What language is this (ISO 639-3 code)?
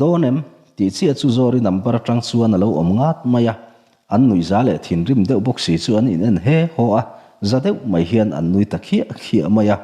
lus